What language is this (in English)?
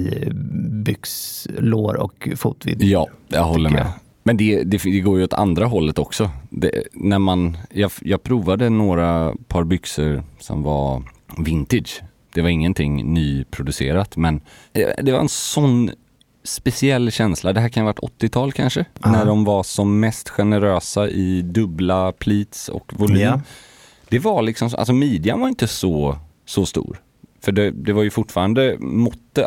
Swedish